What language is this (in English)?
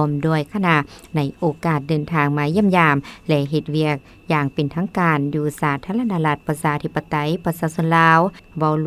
Lao